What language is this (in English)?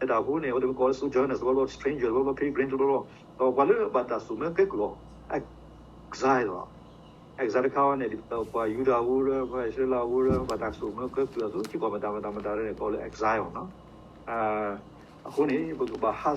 S'gaw Karen